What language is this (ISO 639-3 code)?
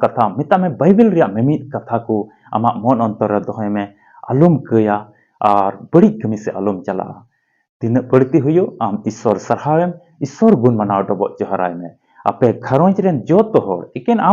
sat